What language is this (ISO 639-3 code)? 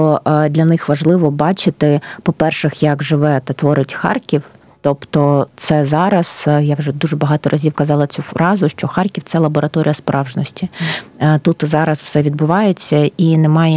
ukr